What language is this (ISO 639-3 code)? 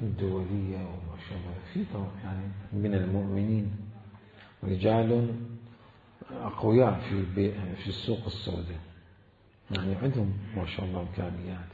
acm